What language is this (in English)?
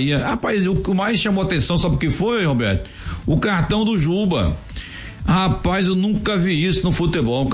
Portuguese